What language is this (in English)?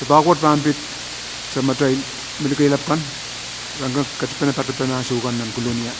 Pohnpeian